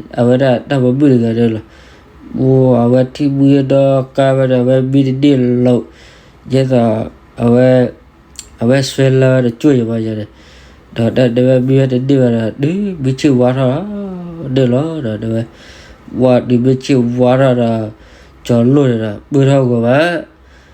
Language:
S'gaw Karen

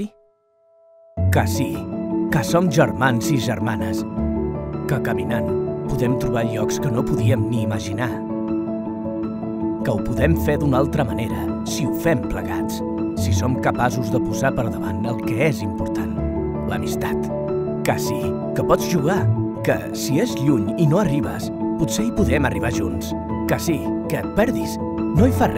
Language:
Catalan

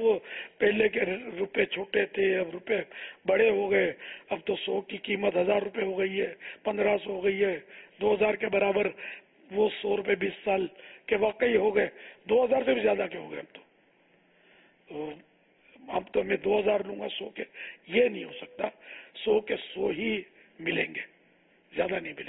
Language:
Urdu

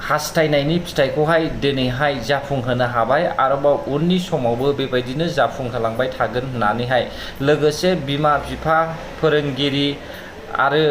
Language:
Bodo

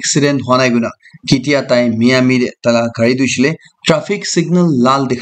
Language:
Naga Pidgin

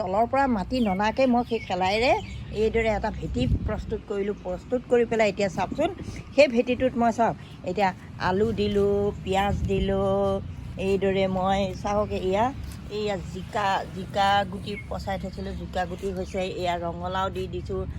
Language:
Assamese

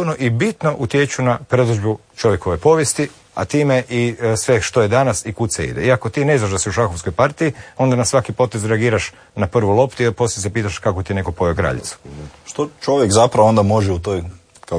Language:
Croatian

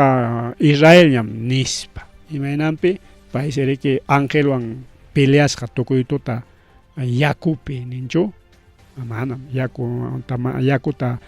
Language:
Ayacucho Quechua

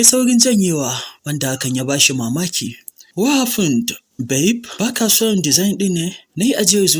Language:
Hausa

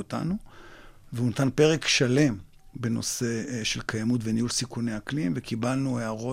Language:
Hebrew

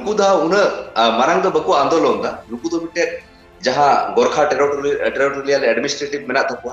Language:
Santali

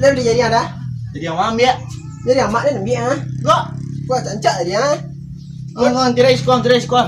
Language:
Minangkabau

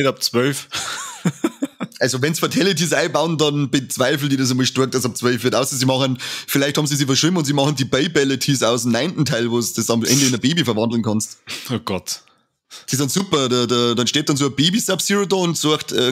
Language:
Bavarian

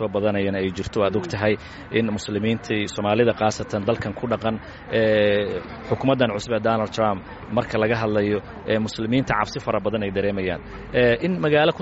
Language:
Somali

